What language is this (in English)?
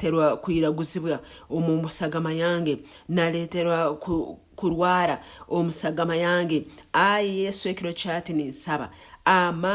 Nyankole